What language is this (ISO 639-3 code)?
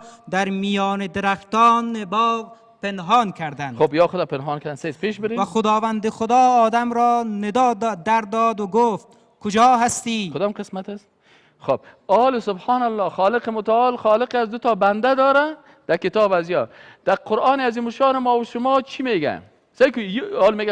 fas